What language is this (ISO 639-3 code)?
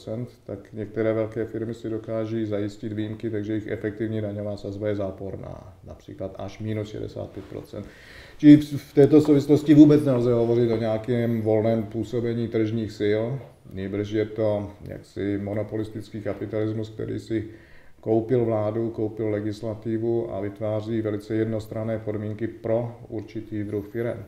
ces